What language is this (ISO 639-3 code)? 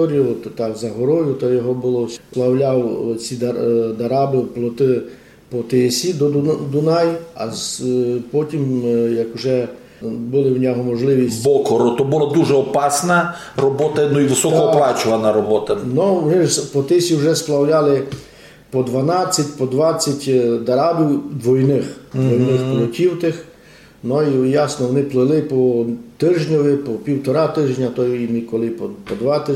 rue